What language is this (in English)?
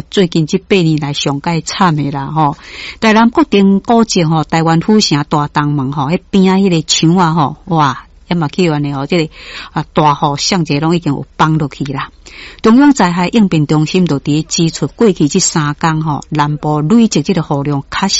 Min Nan Chinese